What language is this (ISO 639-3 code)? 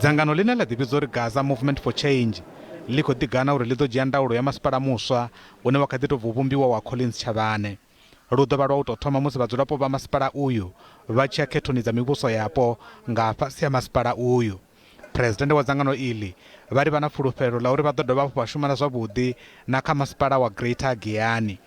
ven